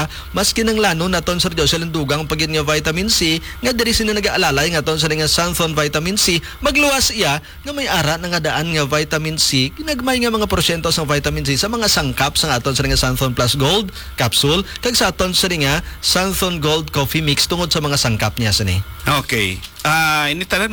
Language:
Hiligaynon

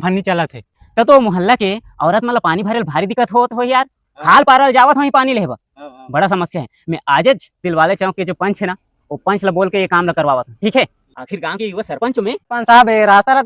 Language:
Chhattisgarhi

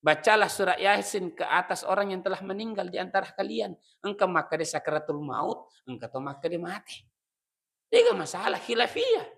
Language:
Buginese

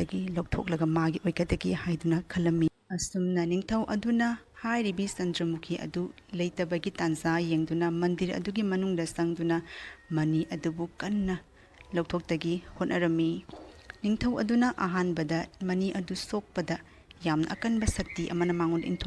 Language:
Manipuri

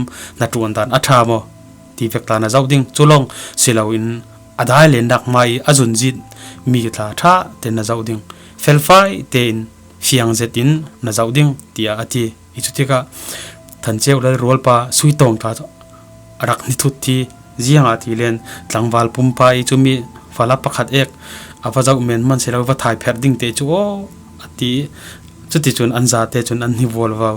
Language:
Falam Chin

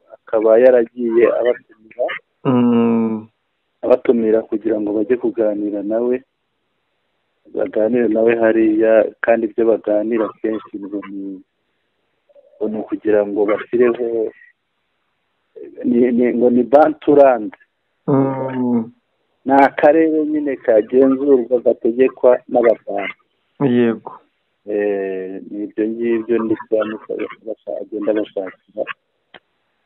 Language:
Kinyarwanda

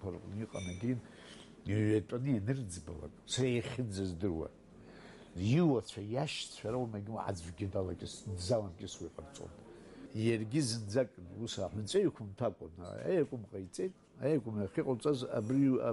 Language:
Abkhazian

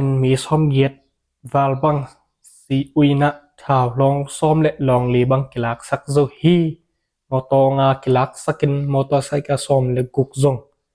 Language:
Tedim Chin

